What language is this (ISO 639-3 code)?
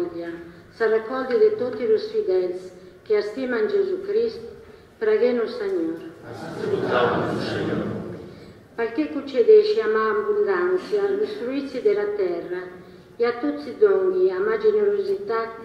cat